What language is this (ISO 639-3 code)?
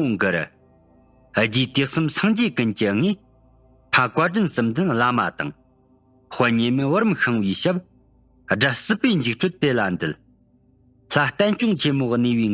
bod